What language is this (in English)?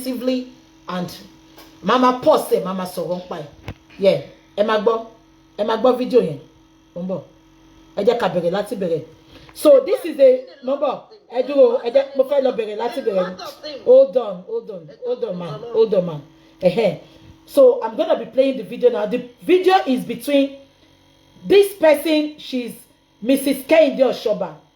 Yoruba